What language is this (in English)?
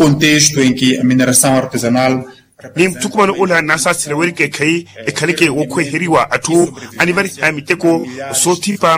Makhuwa